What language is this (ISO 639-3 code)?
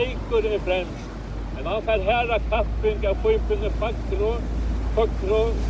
fao